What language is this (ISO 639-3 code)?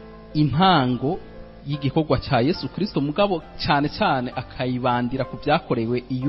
run